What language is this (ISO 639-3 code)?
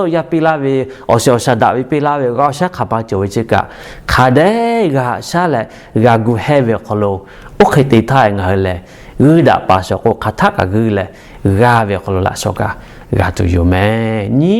lhu